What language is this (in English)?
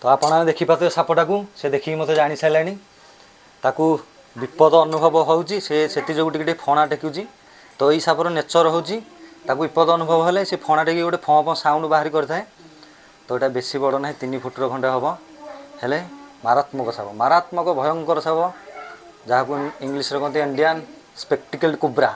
Odia